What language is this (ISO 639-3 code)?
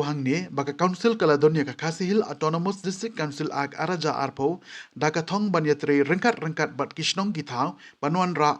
kha